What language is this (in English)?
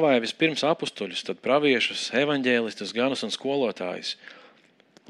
Latvian